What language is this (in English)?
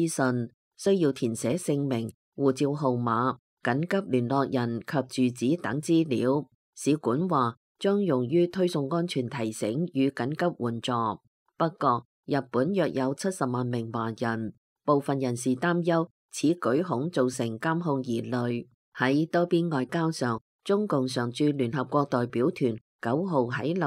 Cantonese